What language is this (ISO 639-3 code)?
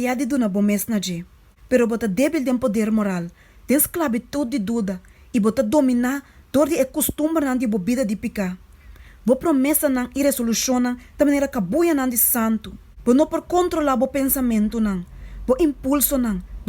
pap